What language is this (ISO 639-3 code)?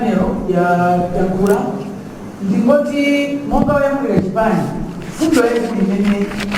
nya